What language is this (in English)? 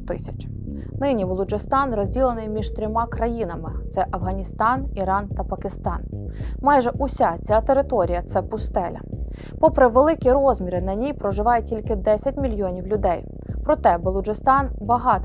Ukrainian